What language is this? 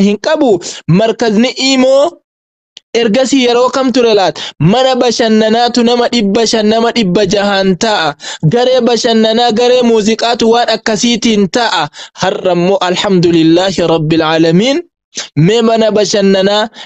Oromo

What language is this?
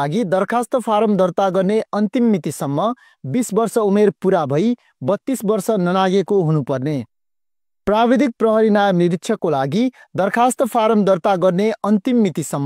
Nepali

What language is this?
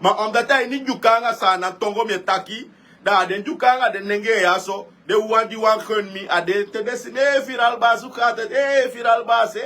Sranan Tongo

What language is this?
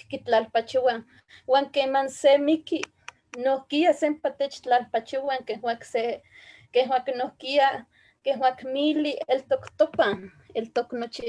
Eastern Huasteca Nahuatl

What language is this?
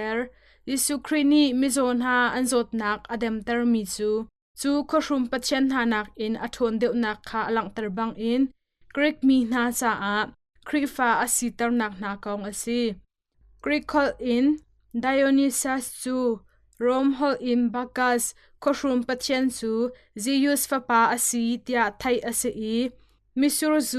Hakha Chin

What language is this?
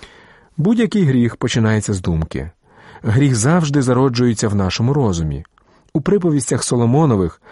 Ukrainian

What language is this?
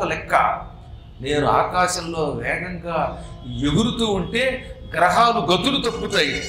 Telugu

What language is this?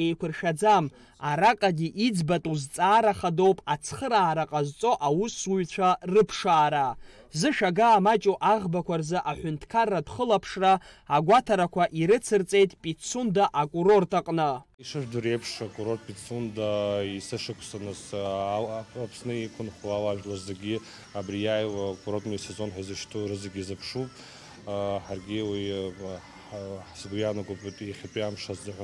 Abkhazian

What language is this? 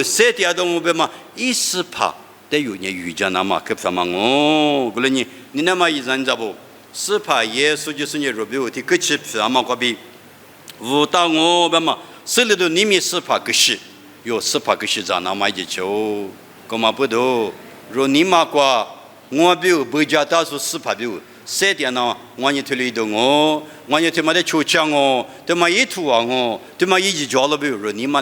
Lisu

